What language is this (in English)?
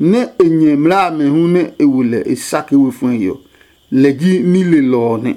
Adangme